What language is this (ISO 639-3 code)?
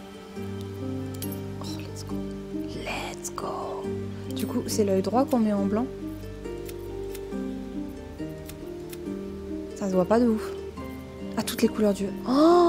fra